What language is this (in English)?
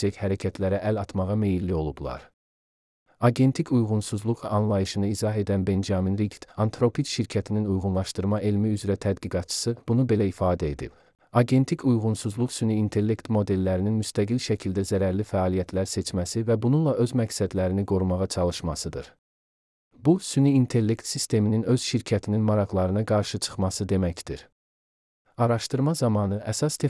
Azerbaijani